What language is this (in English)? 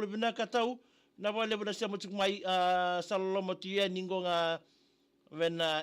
Fijian